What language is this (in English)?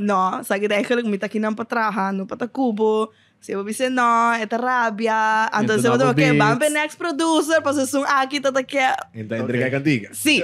Papiamento